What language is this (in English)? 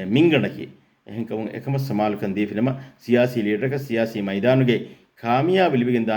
Divehi